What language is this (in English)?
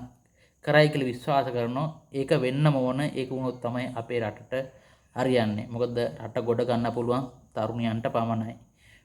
Sinhala